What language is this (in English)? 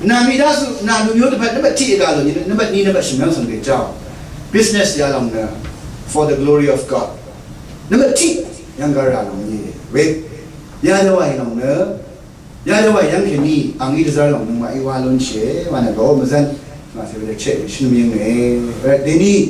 Rawang